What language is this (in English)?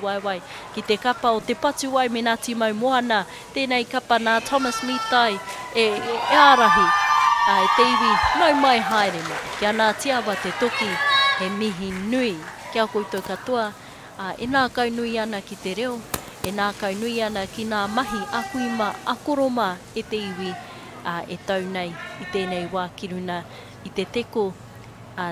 Māori